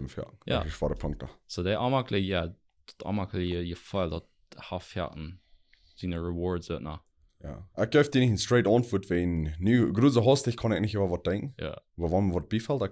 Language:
Plautdietsch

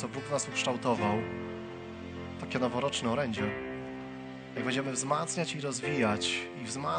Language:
Polish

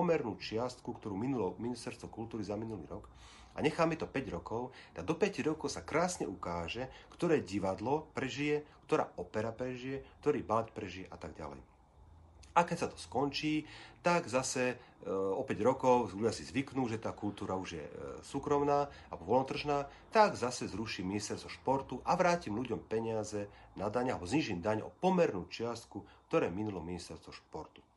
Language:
Slovak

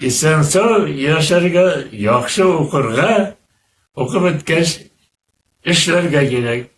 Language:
Bashkir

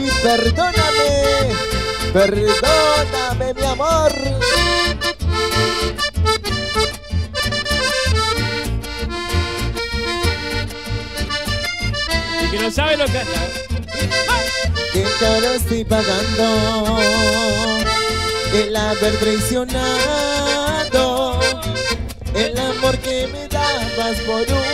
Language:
Spanish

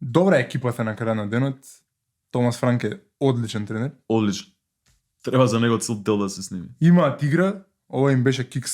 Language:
Macedonian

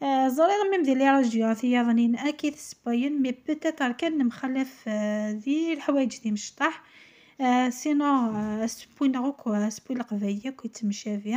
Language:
Kabyle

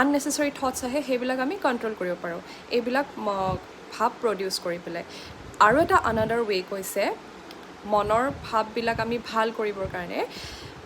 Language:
Assamese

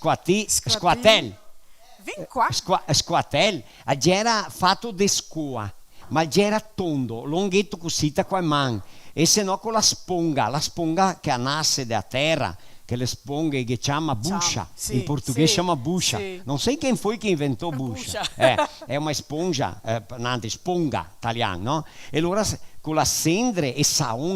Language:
Venetian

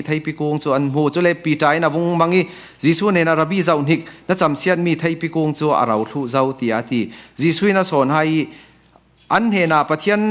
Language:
Falam Chin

